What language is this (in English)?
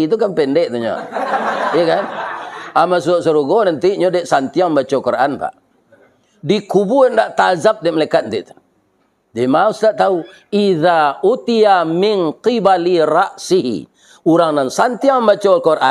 Minangkabau